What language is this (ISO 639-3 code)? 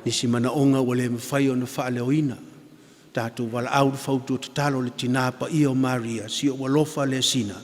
smo